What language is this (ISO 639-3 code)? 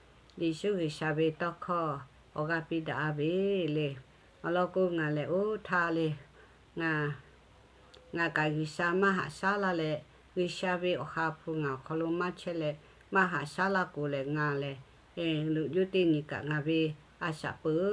lhu